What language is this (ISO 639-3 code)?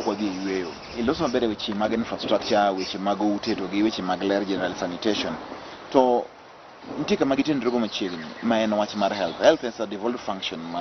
luo